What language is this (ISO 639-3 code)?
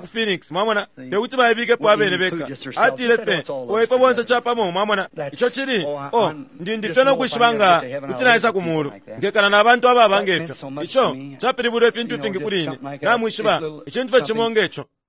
bem